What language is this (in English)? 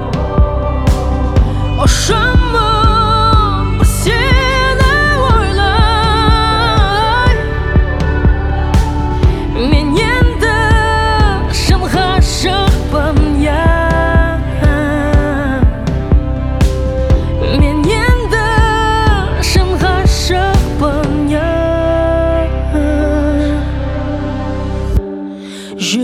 Kazakh